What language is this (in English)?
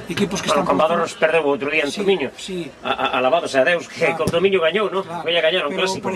Galician